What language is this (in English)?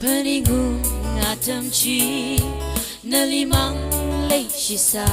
Tangkhul Naga (India)